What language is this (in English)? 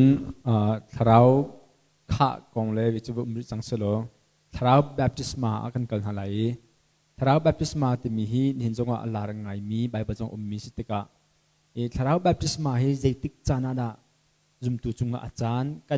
Hakha Chin